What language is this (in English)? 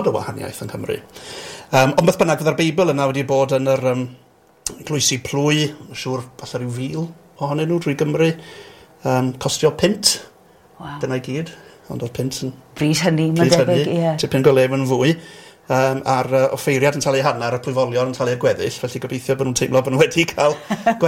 Welsh